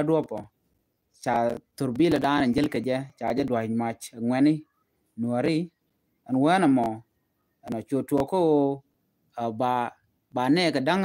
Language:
Nuer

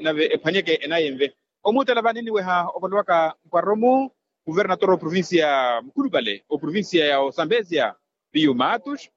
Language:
Makhuwa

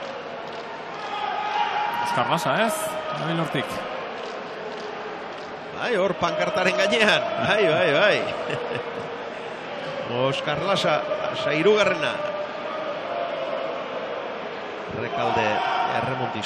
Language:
Basque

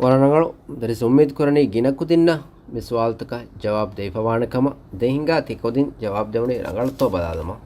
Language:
Divehi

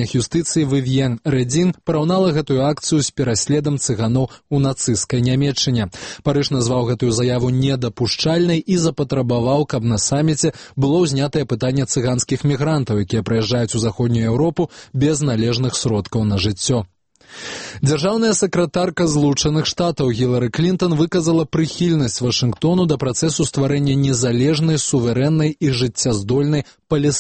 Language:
Belarusian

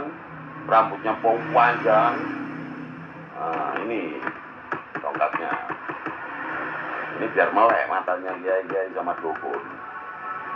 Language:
Indonesian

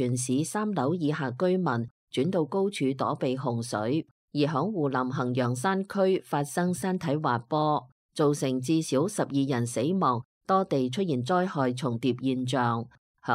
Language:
Cantonese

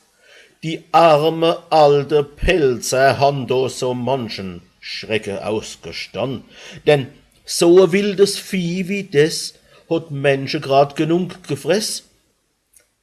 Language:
Palatine German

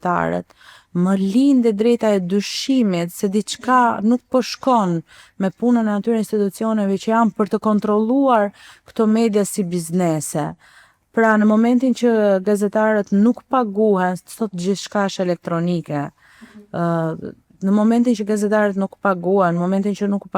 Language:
Albanian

